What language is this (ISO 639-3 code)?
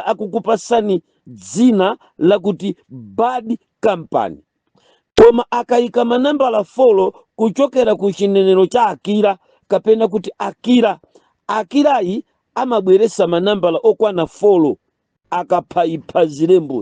nya